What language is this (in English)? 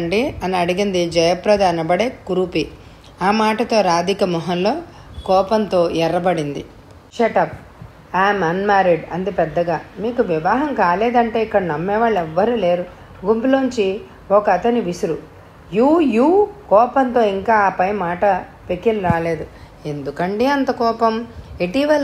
Telugu